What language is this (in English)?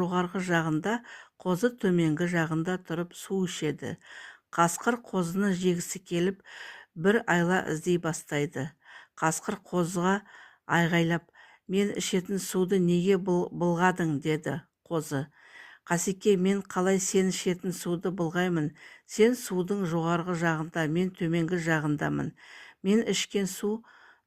Kazakh